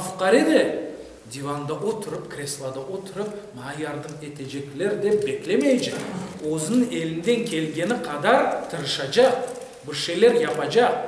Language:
Crimean Tatar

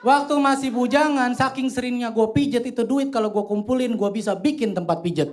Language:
Betawi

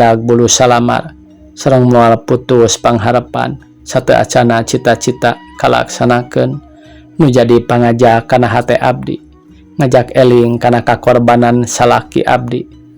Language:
Sundanese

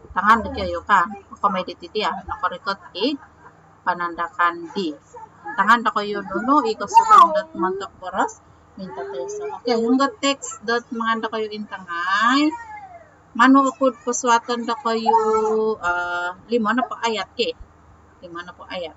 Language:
Central Dusun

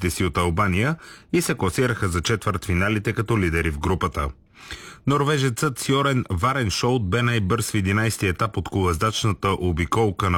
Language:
Bulgarian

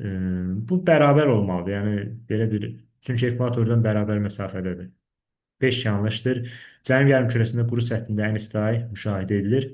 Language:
Azerbaijani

